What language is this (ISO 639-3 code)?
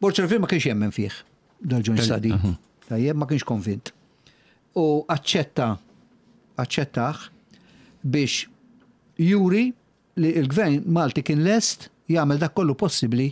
mlt